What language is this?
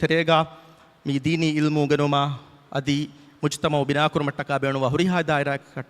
Divehi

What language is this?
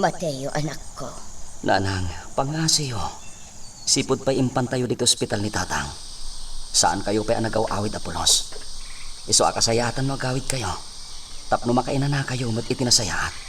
Iloko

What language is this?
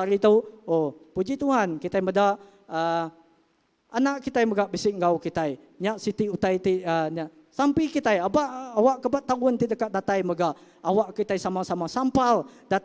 Iban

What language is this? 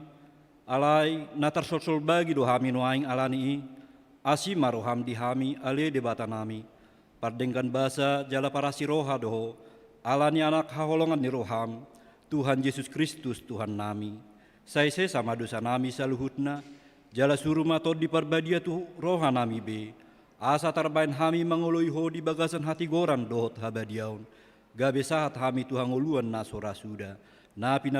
Batak Toba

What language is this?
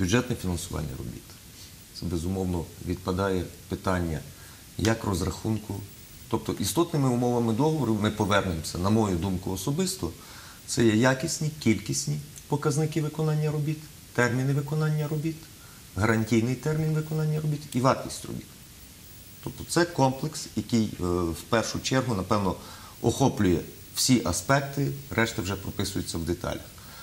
Ukrainian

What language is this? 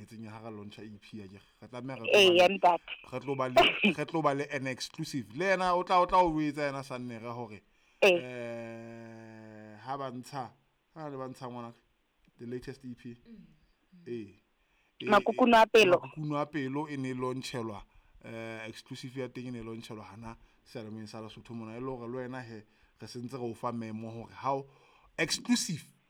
Southern Sotho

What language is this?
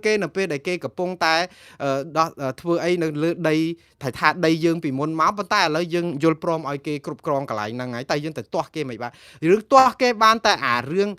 Khmer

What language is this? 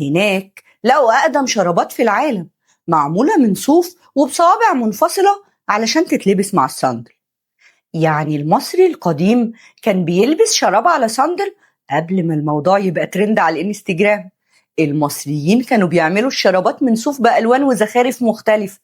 Egyptian Arabic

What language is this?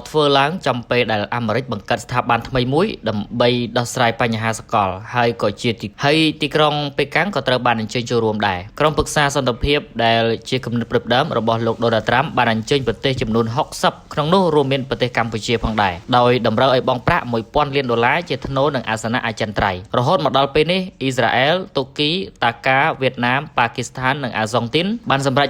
Khmer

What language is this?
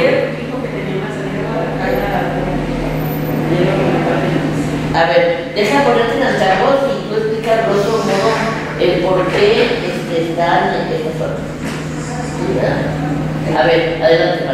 Spanish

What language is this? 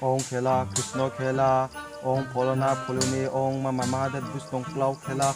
Riang (India)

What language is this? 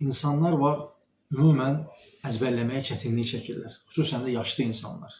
Azerbaijani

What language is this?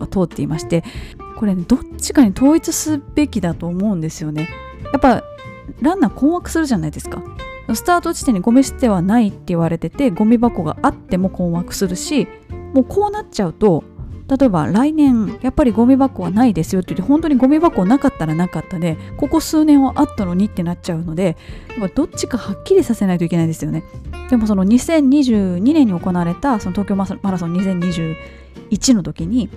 Japanese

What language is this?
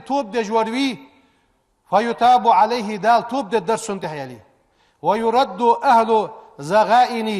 Ingush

